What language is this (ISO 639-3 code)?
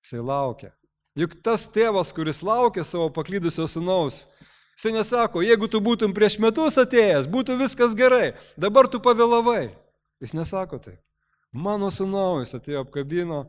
lit